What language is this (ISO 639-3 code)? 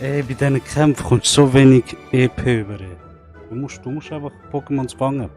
gsw